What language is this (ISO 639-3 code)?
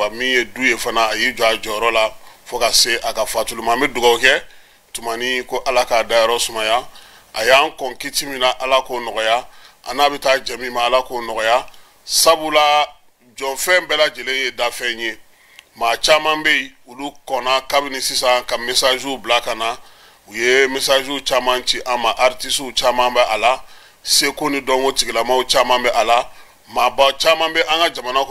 bam